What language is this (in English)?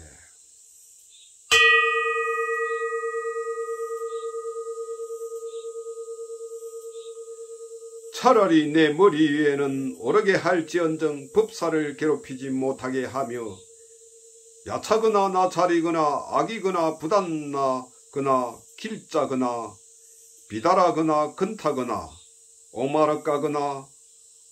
Korean